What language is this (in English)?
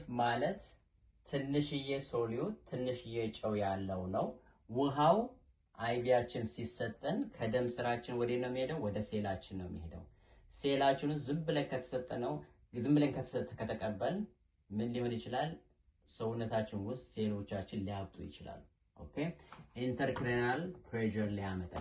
Amharic